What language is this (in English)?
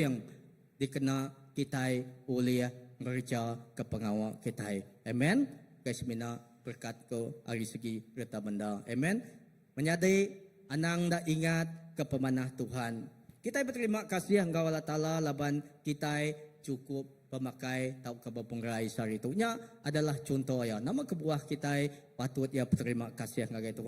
Iban